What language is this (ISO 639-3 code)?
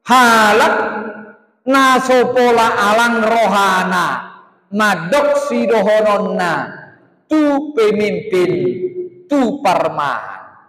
bbc